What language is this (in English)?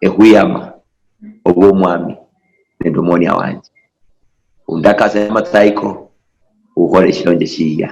Luyia